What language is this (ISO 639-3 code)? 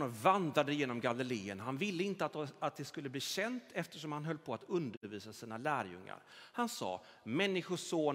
swe